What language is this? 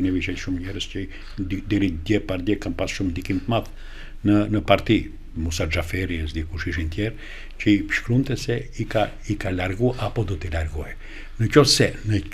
Albanian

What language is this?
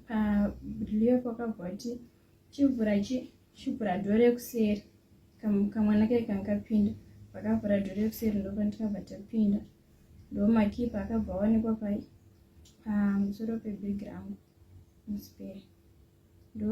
Shona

